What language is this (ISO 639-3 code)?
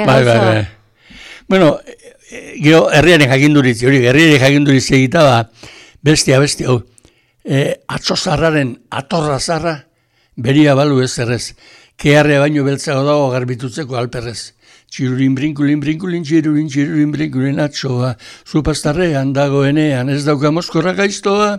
eus